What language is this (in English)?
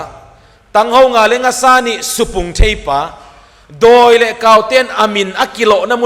Paite Chin